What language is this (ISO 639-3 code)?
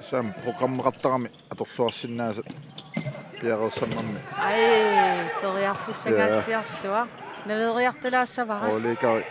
kal